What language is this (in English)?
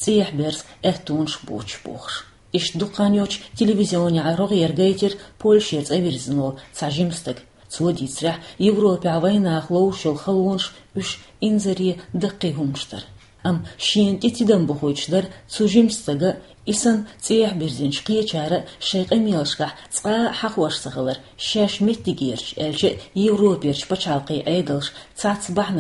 Chechen